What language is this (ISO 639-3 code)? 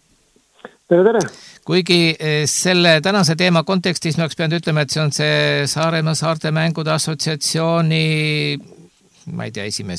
est